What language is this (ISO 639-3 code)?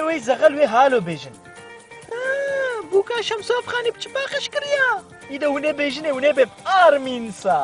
kur